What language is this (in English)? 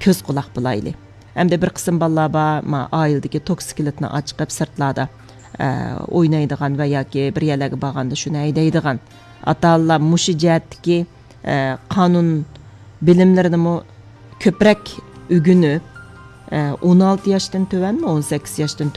Uyghur